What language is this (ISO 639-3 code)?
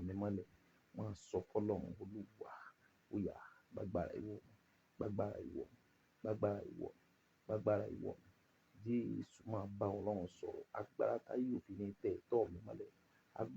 yor